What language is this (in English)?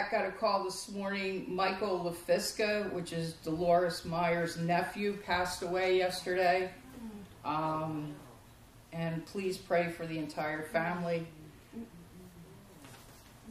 English